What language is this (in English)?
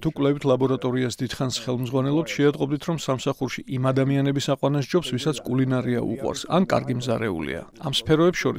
Georgian